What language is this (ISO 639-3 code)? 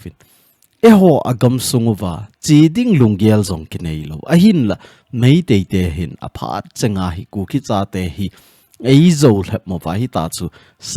tcz